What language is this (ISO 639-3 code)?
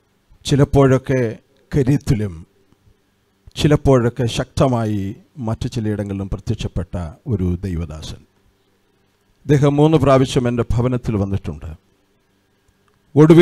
mal